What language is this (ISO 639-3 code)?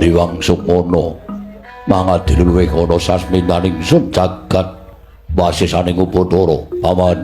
jav